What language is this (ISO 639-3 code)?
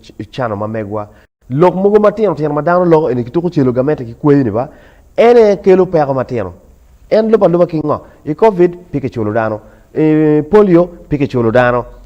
ach